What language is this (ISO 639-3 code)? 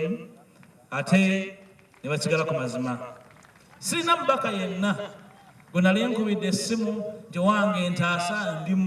lug